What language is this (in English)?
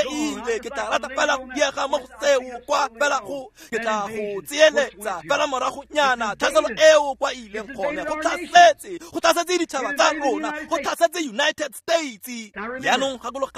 Tswana